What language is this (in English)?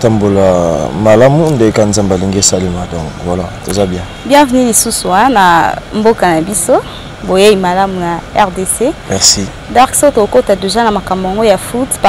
Lingala